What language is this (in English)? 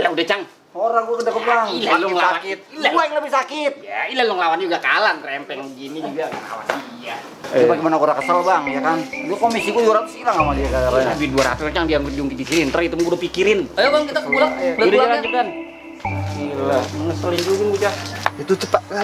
Betawi